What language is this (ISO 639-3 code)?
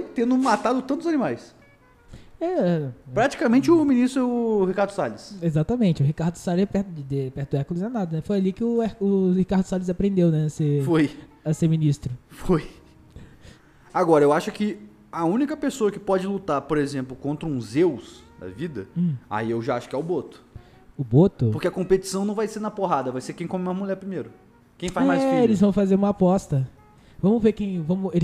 por